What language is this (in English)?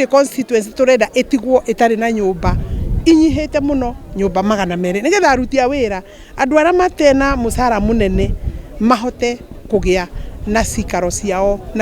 Kikuyu